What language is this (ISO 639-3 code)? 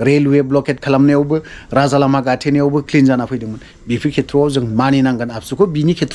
brx